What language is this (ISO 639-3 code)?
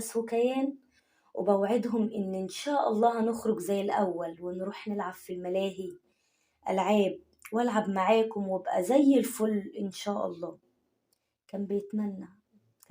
arz